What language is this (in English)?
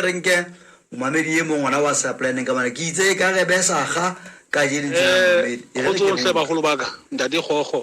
Southern Sotho